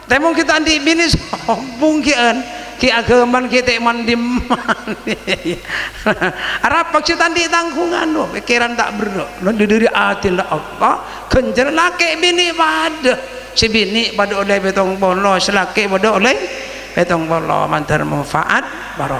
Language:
Madurese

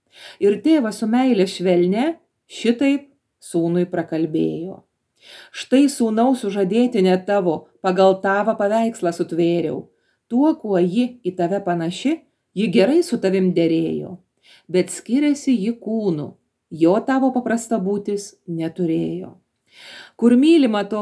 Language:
Lithuanian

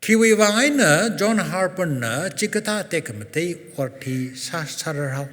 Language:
Tangkhul Naga (India)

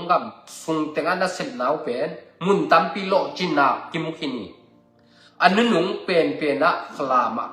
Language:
Tedim Chin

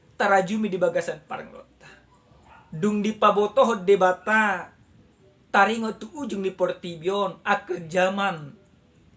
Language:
Batak Toba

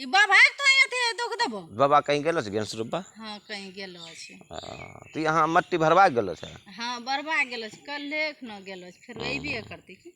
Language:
Angika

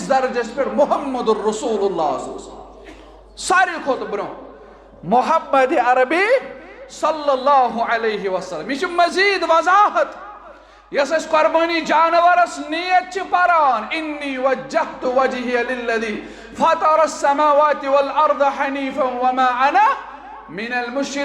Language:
Kashmiri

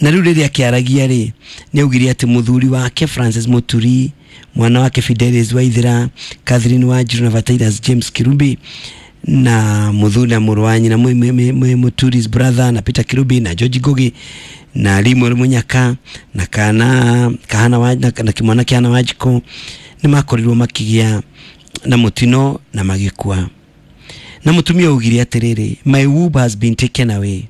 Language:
Kikuyu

